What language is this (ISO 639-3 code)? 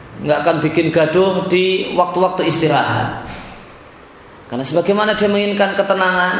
ind